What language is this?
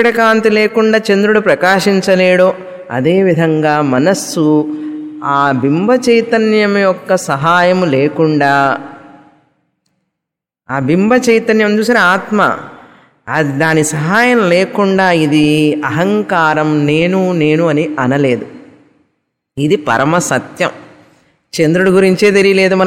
Telugu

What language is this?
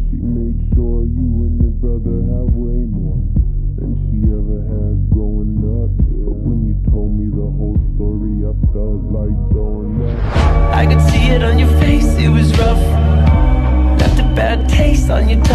English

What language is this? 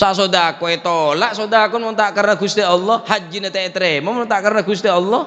Madurese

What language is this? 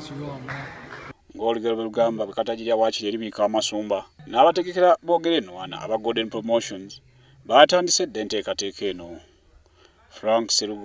Ganda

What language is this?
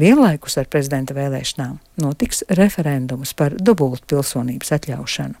Latvian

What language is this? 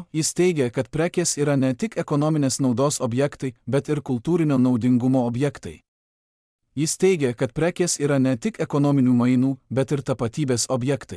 Lithuanian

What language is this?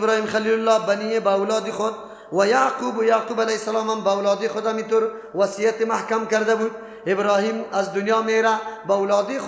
Persian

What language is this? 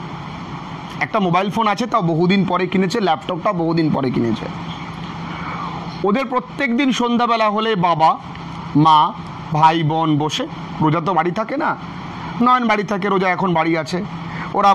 Bangla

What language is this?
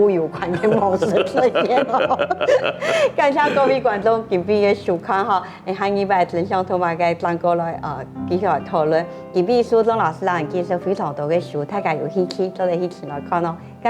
Hakka Chinese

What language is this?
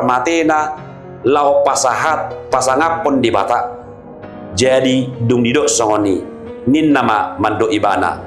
Batak Toba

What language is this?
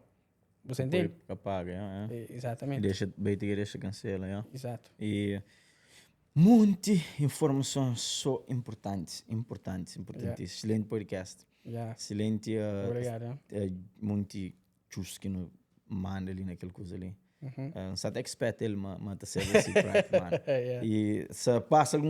Kabuverdianu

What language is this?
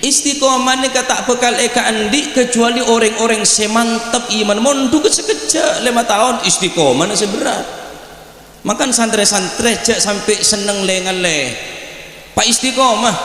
Madurese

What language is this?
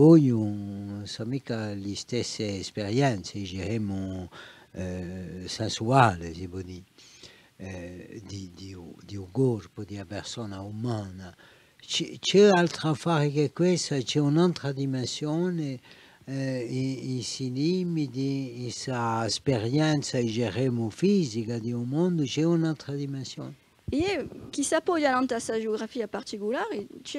Corsican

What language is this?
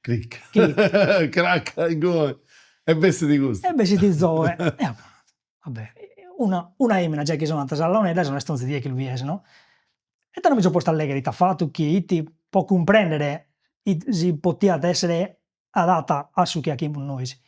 Sardinian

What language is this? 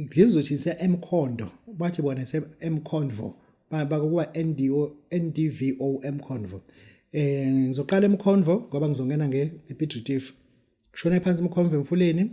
Zulu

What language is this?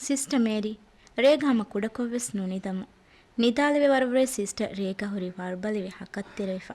Divehi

